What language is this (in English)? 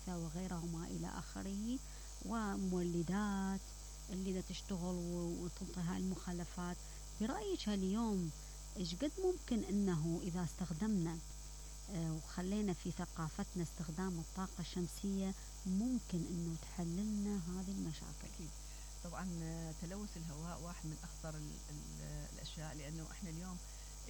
Mesopotamian Arabic